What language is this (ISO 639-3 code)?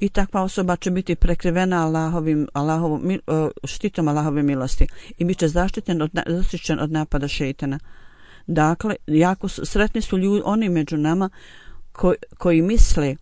bos